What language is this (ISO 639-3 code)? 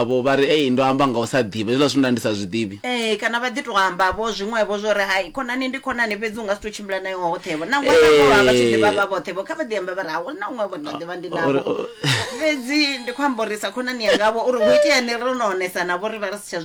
ven